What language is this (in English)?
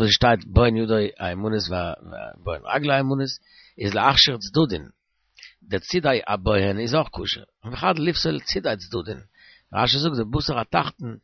Yiddish